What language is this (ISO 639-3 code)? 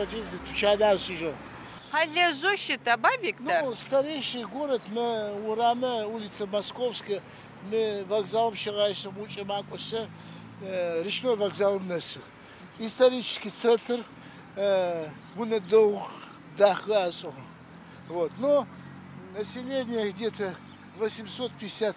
ady